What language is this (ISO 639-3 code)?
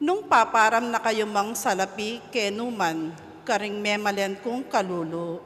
pam